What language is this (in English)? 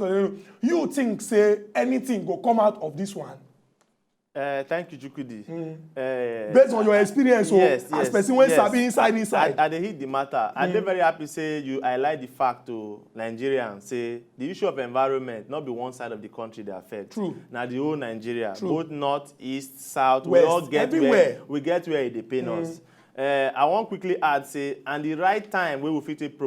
Nigerian Pidgin